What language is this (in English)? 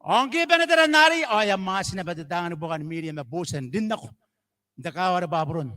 Gilbertese